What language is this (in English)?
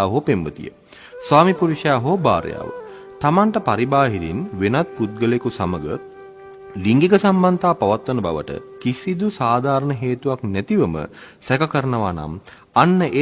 Sinhala